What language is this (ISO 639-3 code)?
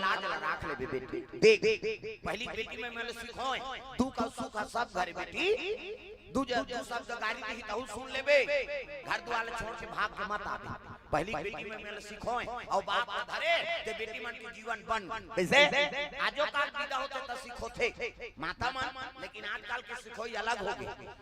hne